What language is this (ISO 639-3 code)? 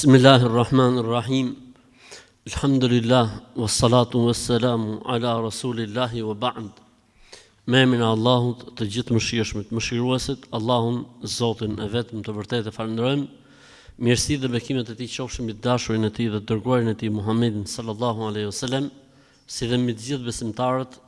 sqi